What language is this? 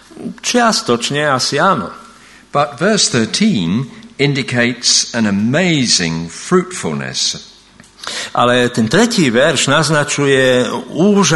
Slovak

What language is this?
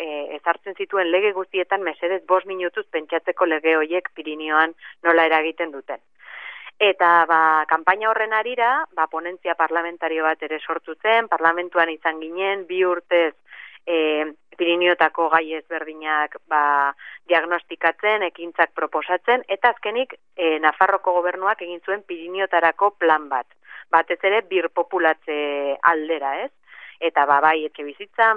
Basque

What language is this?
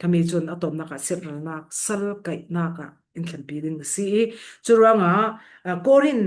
Falam Chin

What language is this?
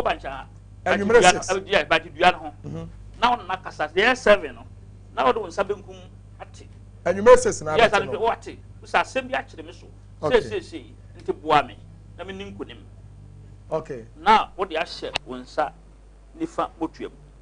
Akan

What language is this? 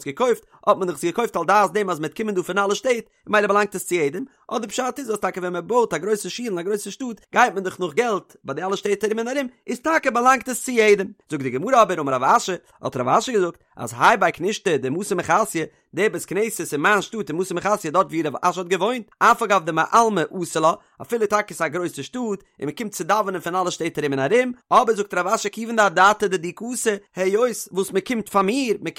Yiddish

